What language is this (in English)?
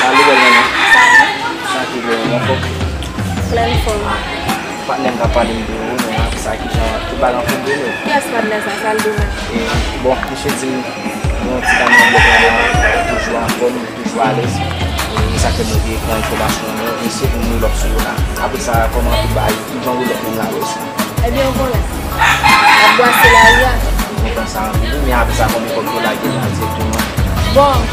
Haitian Creole